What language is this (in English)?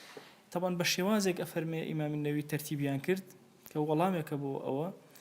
Central Kurdish